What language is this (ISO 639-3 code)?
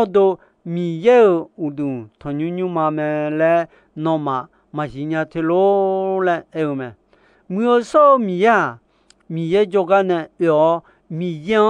ahk